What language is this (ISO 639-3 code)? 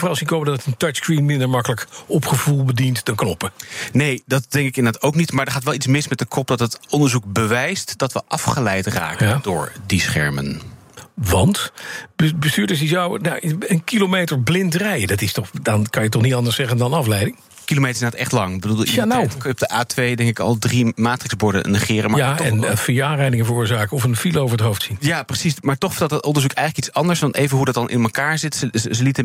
nld